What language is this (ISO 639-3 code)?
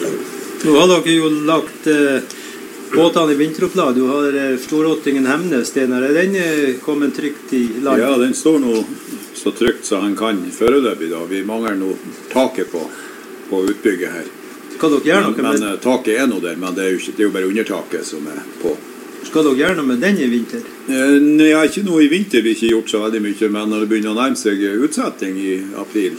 nor